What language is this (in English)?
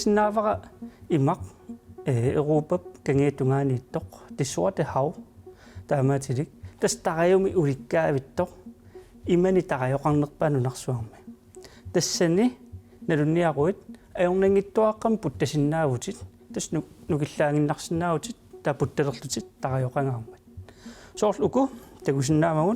Kalaallisut